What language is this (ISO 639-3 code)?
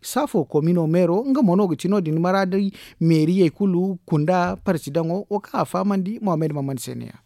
dje